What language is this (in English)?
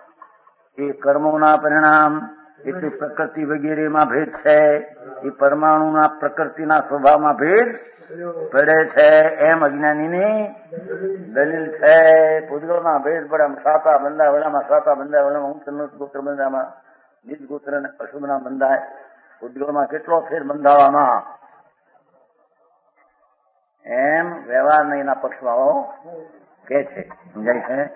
Gujarati